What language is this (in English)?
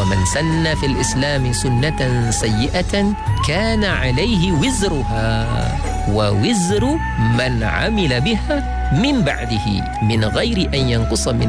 Malay